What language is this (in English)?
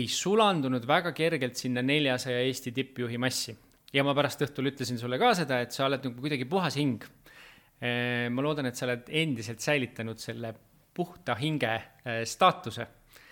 Estonian